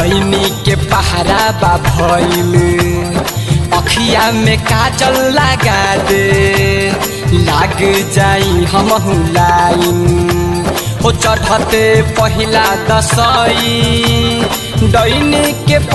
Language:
Bhojpuri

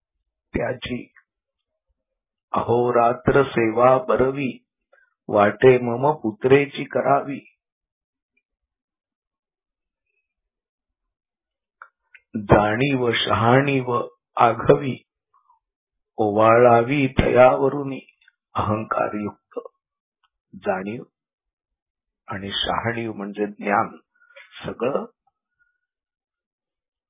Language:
Marathi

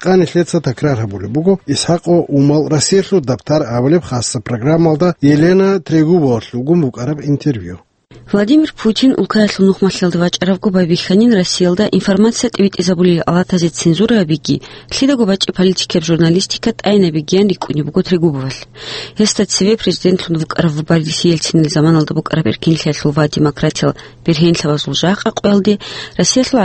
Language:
Avaric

